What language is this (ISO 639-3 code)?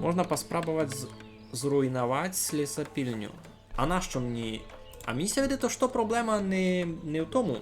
rue